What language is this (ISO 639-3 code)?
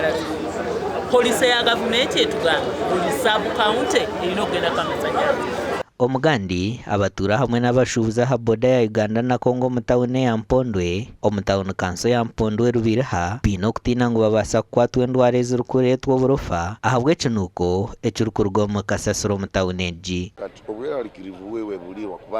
nyn